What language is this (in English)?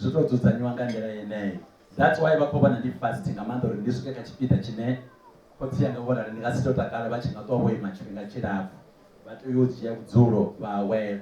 Venda